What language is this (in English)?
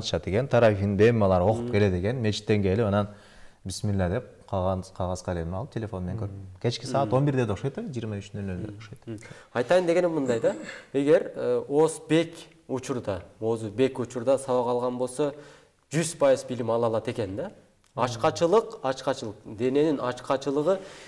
Kyrgyz